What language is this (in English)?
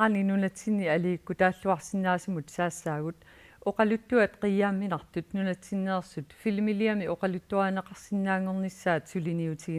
Kalaallisut